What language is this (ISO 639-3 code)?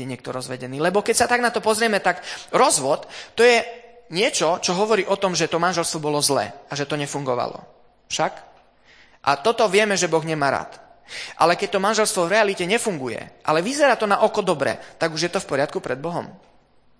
slk